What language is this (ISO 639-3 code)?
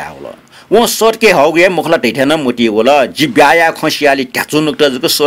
new